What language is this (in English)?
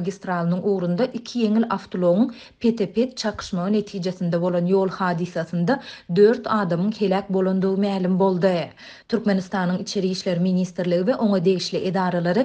Turkmen